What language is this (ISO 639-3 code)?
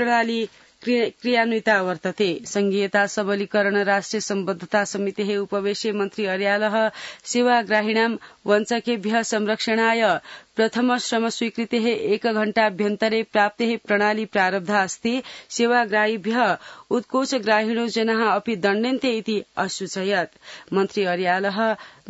san